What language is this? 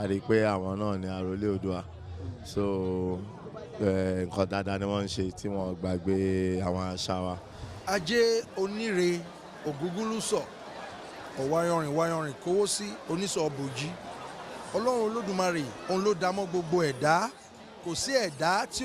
Yoruba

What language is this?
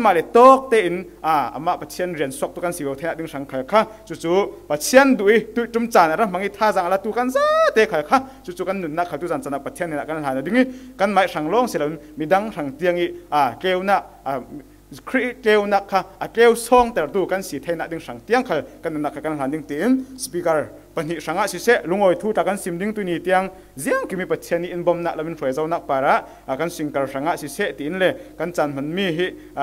Falam Chin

